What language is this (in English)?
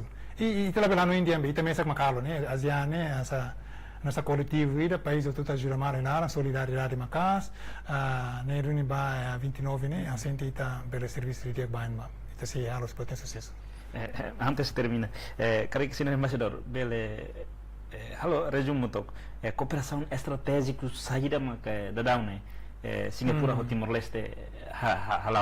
Tetum